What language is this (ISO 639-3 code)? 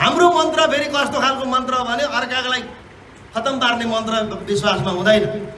nep